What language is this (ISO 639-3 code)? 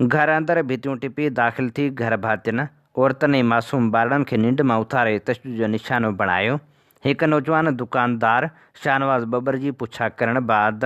snd